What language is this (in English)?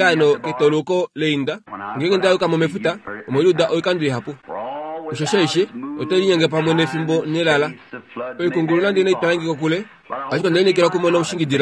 Kuanyama